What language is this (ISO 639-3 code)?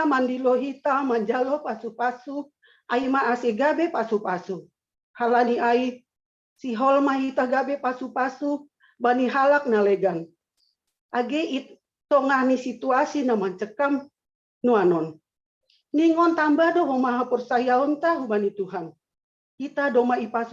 bts